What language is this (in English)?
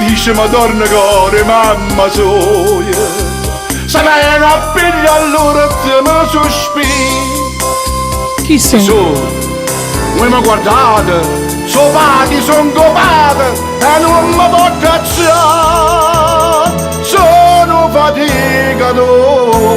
Neapolitan